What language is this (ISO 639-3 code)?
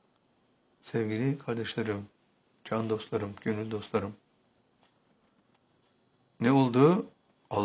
tur